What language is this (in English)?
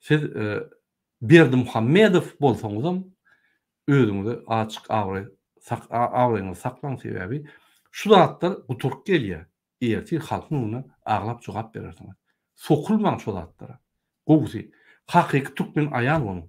Turkmen